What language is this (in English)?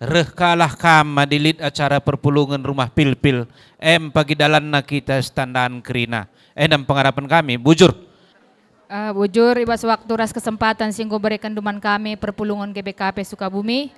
Batak Karo